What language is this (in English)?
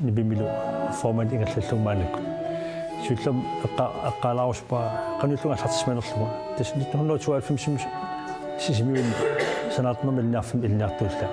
Kalaallisut